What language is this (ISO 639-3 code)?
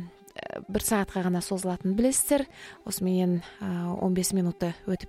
kaz